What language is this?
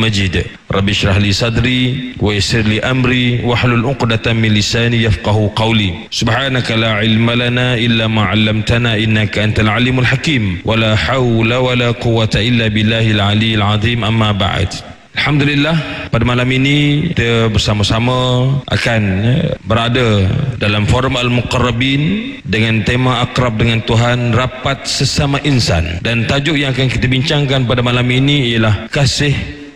Malay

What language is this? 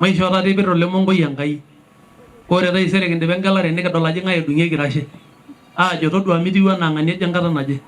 Masai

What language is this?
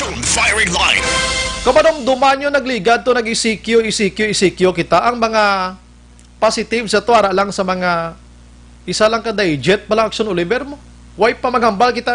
Hiligaynon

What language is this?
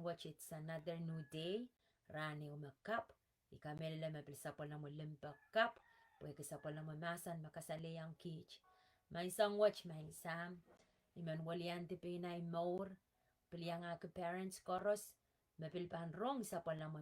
Pohnpeian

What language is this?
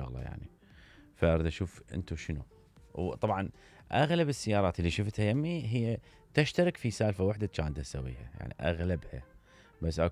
Mesopotamian Arabic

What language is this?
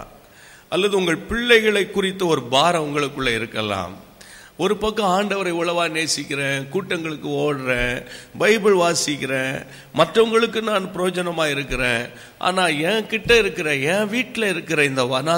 Tamil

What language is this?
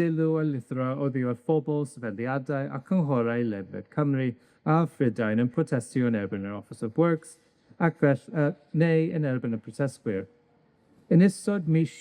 Welsh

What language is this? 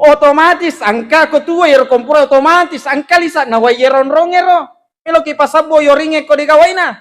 Buginese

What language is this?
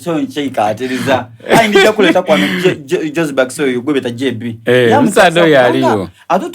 Soga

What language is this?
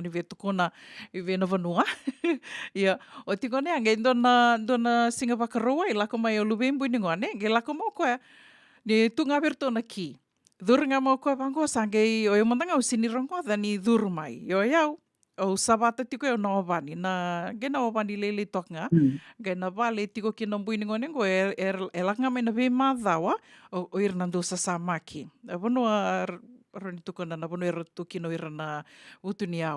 Fijian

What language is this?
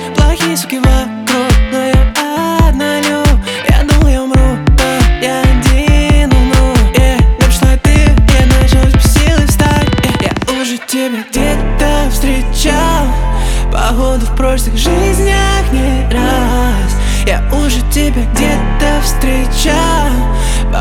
Russian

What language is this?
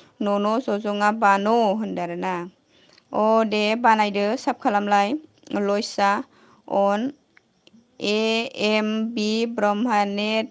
Bodo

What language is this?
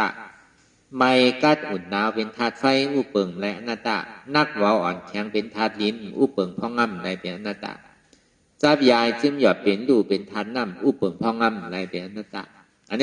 Shan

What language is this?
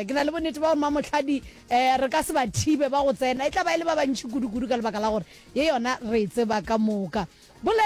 Northern Sotho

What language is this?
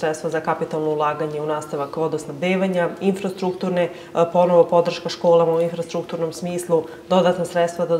Serbian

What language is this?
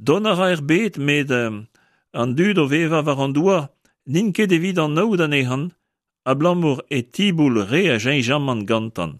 Breton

